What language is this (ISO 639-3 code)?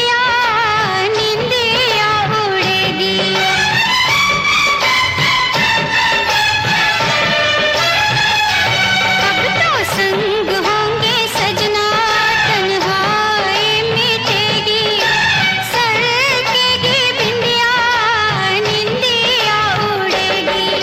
hin